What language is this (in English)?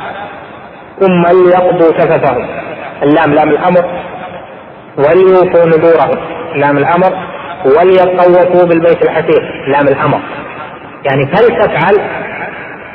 Arabic